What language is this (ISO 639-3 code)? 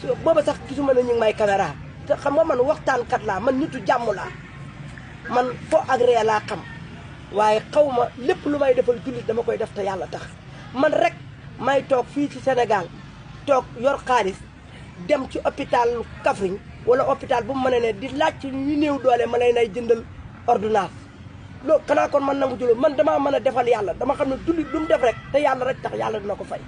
wol